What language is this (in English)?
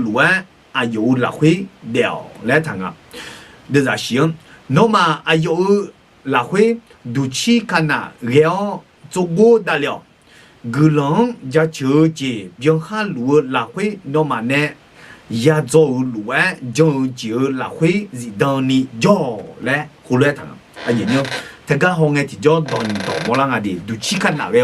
Akha